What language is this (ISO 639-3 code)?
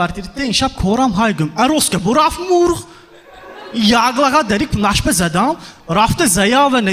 tgk